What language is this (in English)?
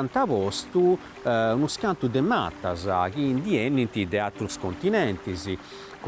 Sardinian